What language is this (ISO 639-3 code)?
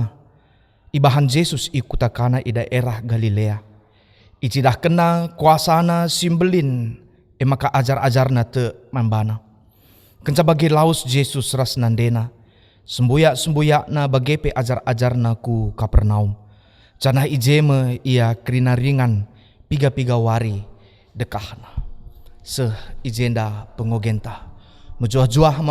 btx